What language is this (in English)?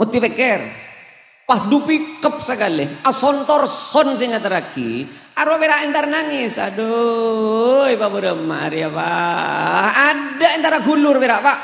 Madurese